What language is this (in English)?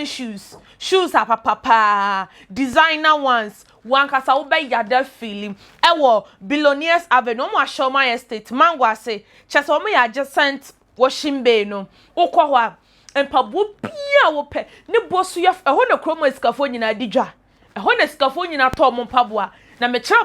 Akan